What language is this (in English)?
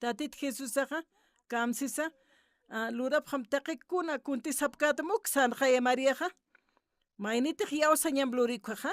Aymara